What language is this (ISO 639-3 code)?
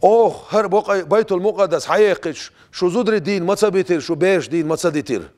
che